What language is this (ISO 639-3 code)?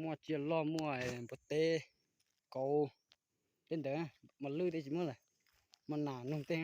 hmn